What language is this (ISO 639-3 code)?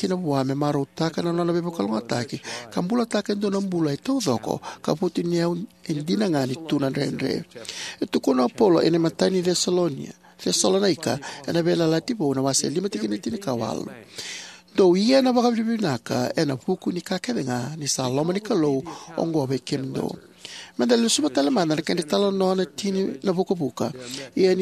fij